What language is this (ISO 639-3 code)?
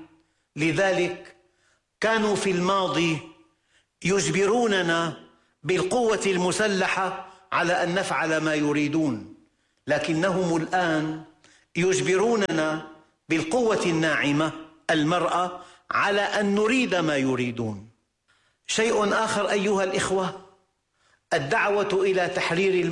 ara